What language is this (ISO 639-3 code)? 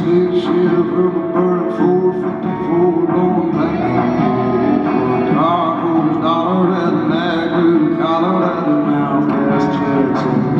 eng